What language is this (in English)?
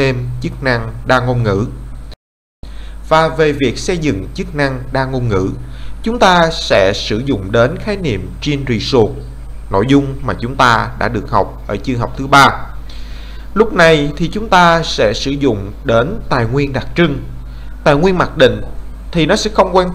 Vietnamese